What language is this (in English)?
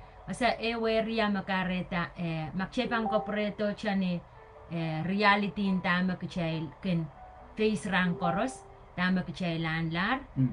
Pohnpeian